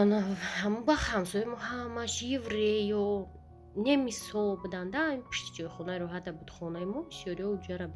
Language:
Tajik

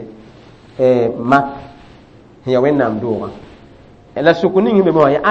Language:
Mossi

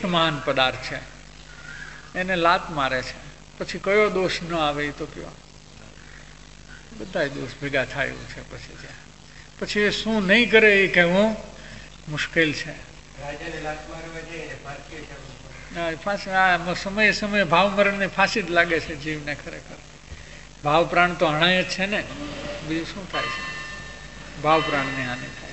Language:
Gujarati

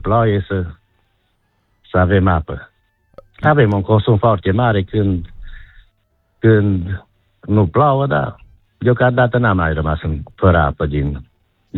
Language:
Romanian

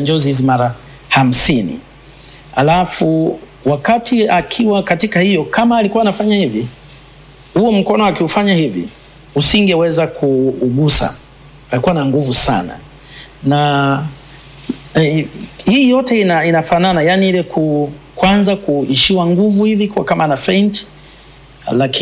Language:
Swahili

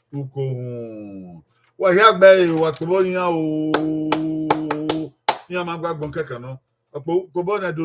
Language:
Bini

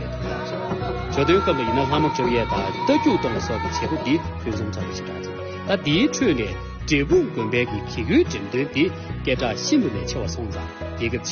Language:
Tibetan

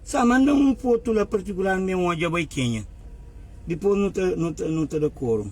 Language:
Kabuverdianu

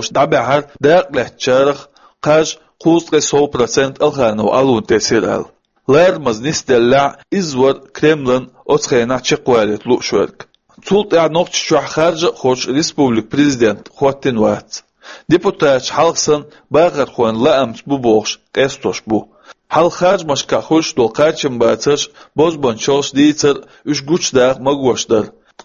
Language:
Chechen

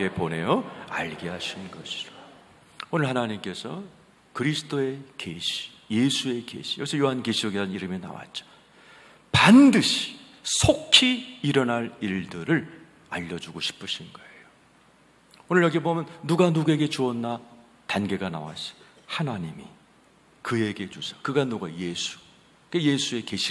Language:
Korean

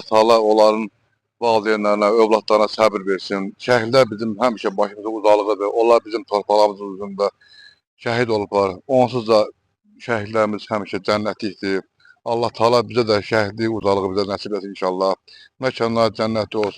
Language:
Azerbaijani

